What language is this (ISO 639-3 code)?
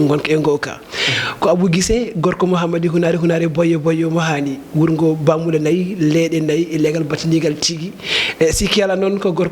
ful